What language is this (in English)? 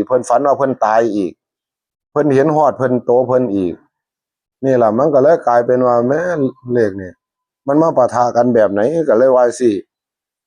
Northeastern Thai